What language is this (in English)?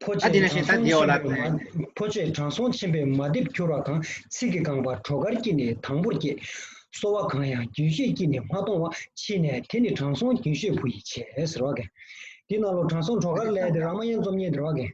Tibetan